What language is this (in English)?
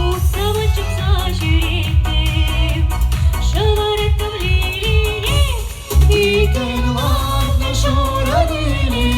Chuvash